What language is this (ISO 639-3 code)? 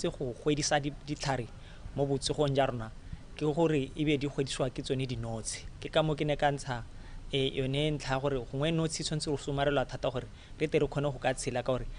tsn